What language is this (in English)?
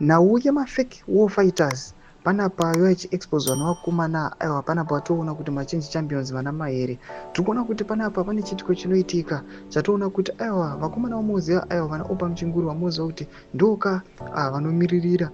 Shona